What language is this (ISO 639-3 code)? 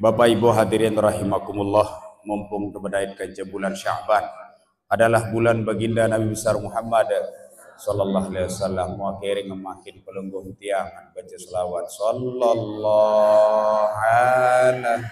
sas